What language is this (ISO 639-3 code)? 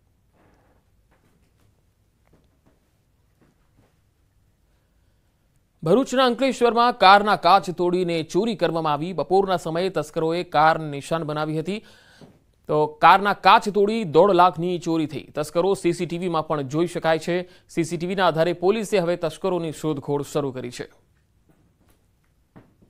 guj